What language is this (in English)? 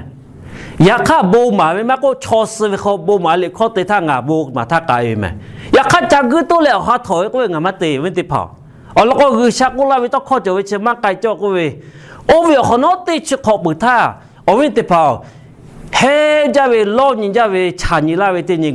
Lahu